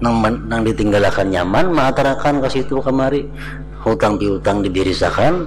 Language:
Banjar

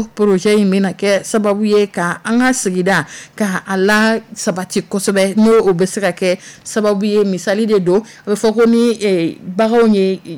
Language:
Dyula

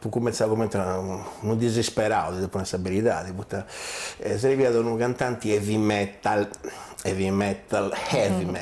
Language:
Sardinian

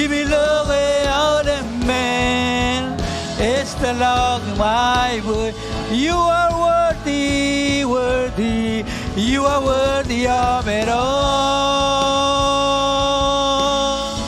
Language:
Marshallese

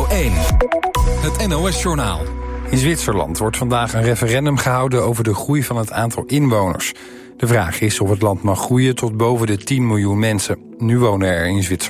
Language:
Dutch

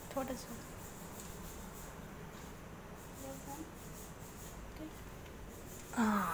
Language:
Malayalam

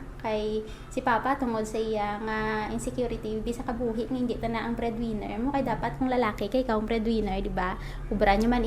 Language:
Hiligaynon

